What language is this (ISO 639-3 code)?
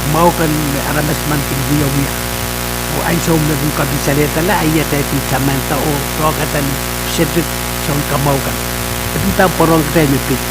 pon